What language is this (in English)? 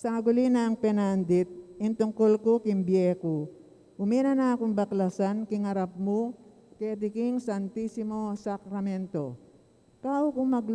Pampanga